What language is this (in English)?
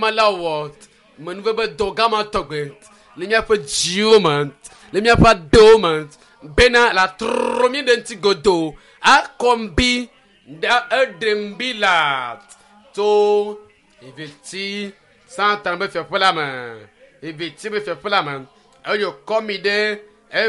Ewe